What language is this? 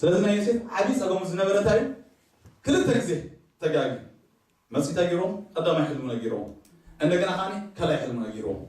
Tigrinya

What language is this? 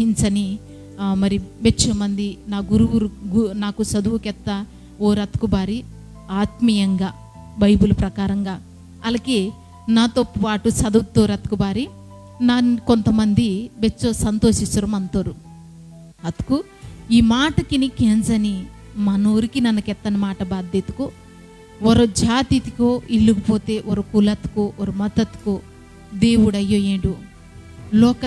Koya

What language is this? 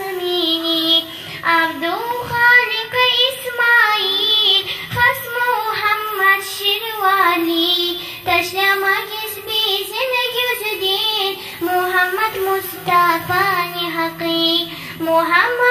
Kumyk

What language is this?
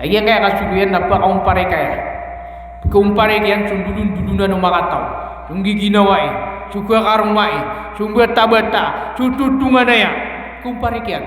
Maranao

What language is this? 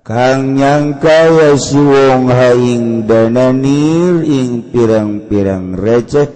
Sundanese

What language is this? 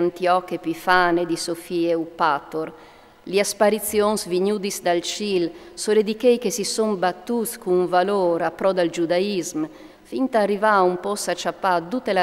Friulian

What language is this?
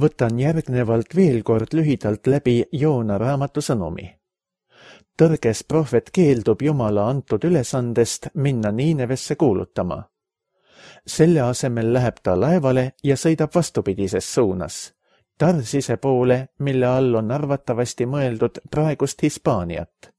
Estonian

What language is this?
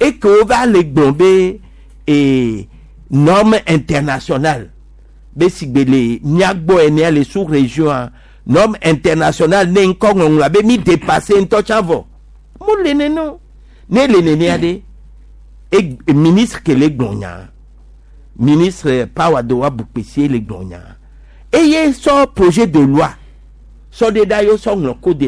Gen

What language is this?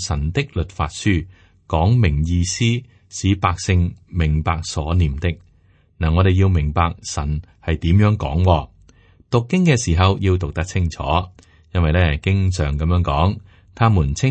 Cantonese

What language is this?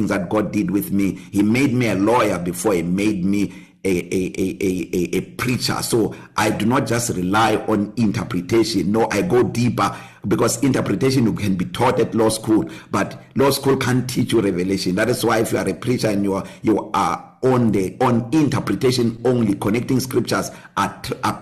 English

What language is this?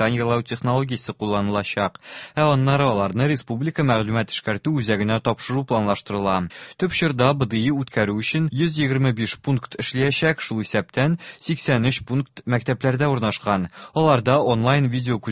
Tatar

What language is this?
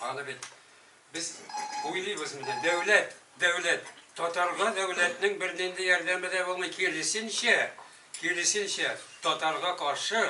Tatar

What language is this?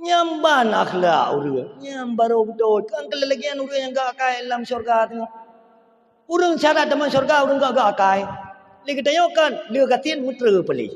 Achinese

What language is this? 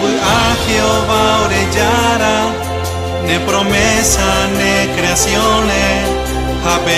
Guarani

